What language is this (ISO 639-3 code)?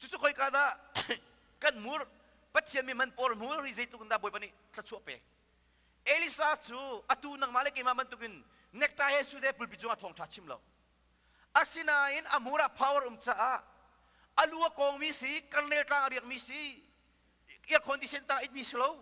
cnh